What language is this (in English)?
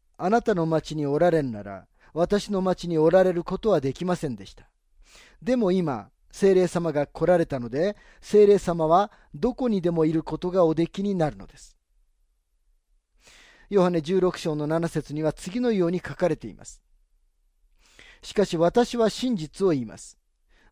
Japanese